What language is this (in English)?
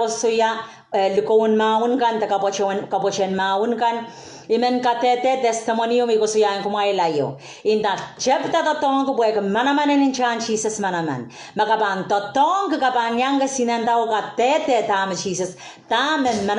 Pohnpeian